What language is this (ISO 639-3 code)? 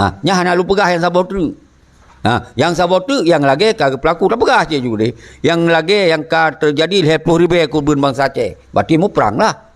ace